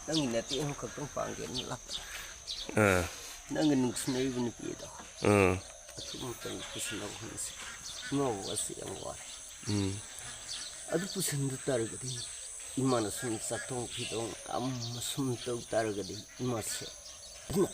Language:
Manipuri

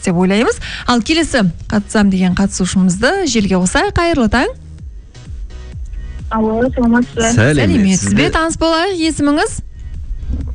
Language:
Kazakh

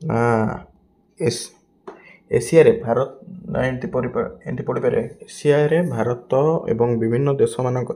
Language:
Odia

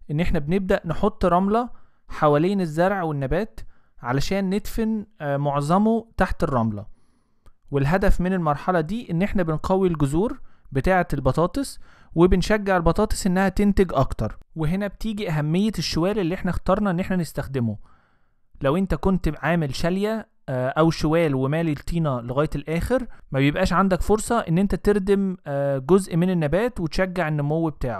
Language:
Egyptian Arabic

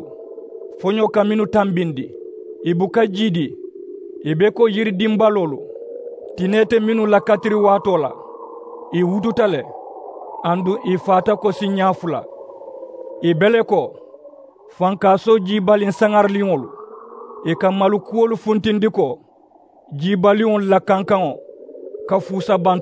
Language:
Mandingo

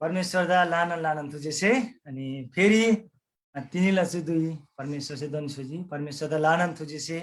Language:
Eastern Tamang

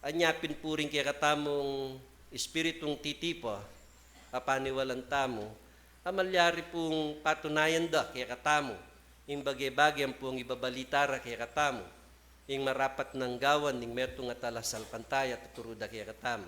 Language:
Pampanga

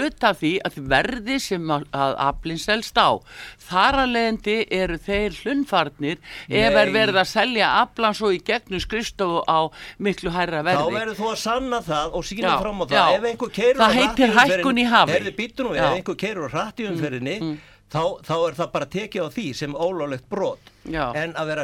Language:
Icelandic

